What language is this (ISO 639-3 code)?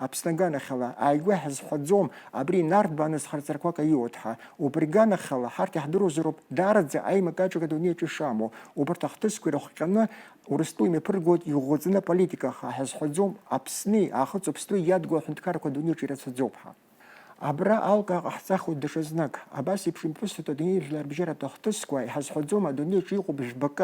abk